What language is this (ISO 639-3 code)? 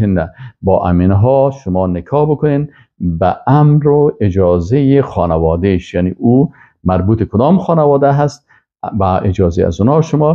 fas